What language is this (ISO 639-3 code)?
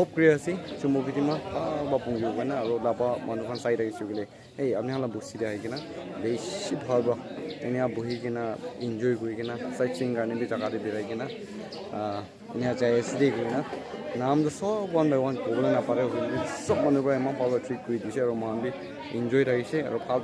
nag